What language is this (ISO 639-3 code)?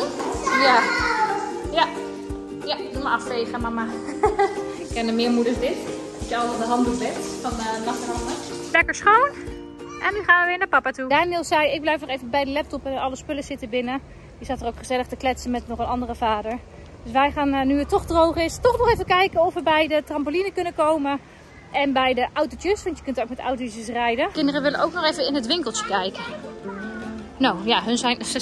nld